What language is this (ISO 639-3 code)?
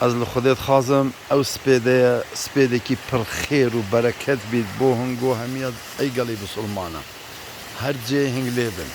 kur